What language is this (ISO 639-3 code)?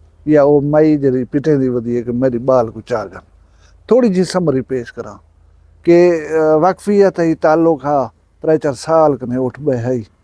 skr